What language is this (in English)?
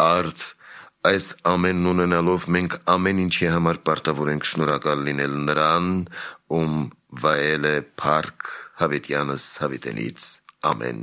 Armenian